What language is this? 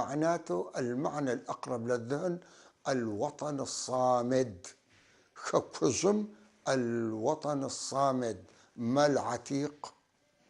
North Levantine Arabic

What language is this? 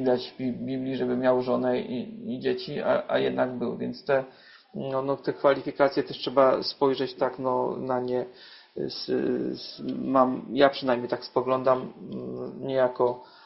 Polish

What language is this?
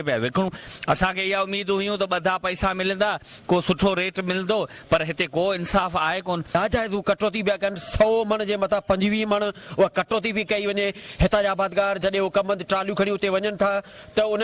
Sindhi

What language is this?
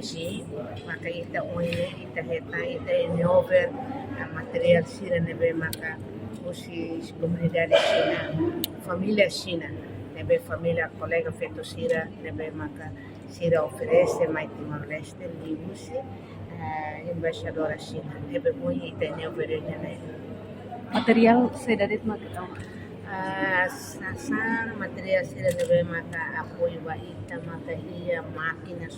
Tetum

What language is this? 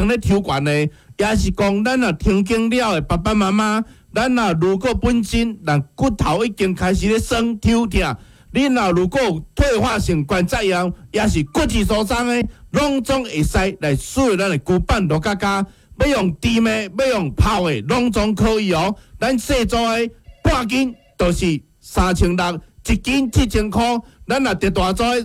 Min Nan Chinese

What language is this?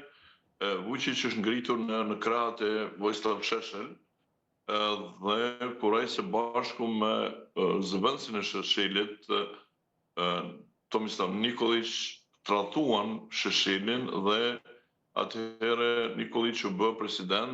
Albanian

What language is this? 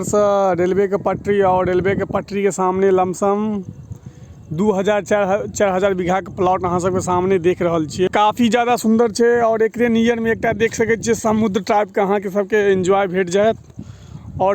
Maithili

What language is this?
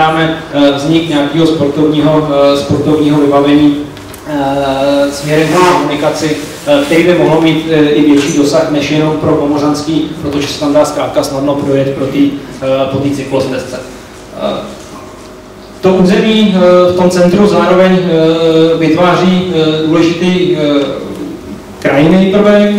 Czech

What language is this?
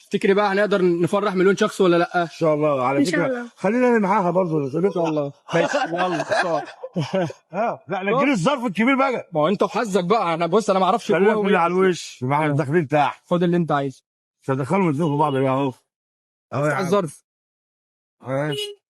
Egyptian Arabic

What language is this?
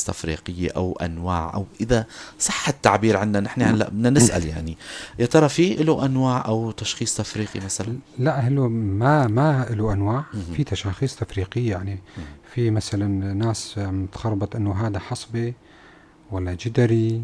North Levantine Arabic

